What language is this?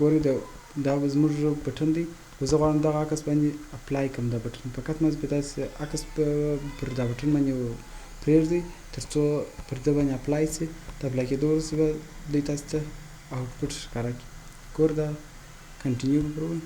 Pashto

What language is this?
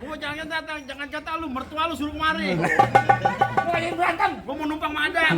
Betawi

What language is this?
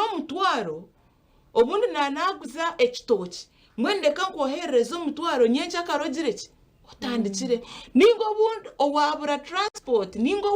Nyankole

